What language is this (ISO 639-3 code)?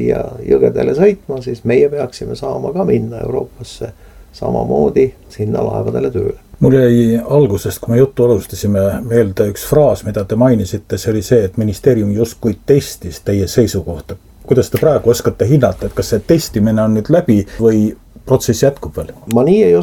est